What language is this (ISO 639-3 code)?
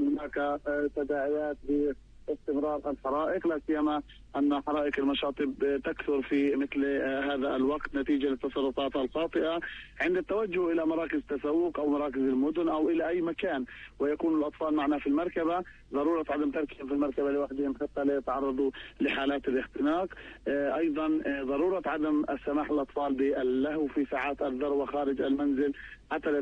ara